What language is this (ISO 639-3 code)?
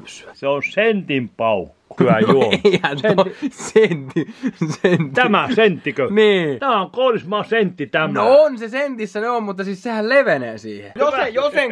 fin